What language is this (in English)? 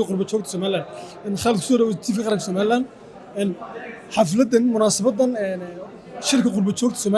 Somali